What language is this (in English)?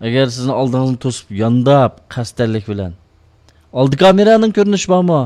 Uyghur